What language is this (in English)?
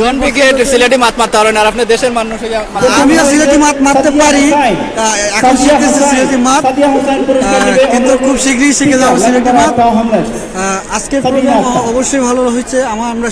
Sylheti